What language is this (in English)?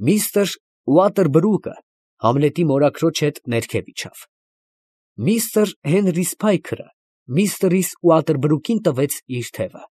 Armenian